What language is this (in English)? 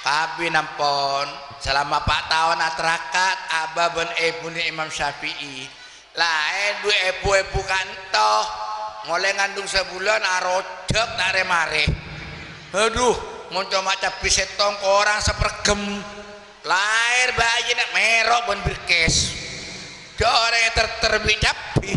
Madurese